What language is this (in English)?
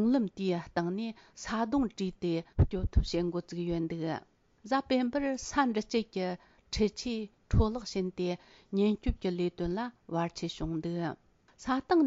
Tibetan